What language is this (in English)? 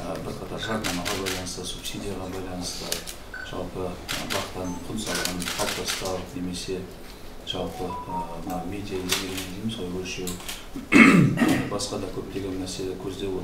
Kazakh